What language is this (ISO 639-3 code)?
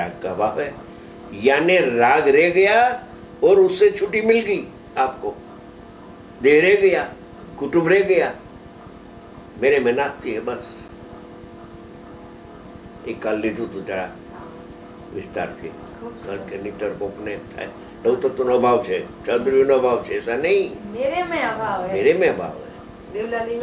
guj